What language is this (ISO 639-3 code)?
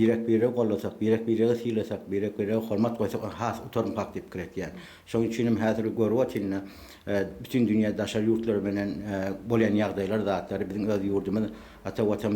tuk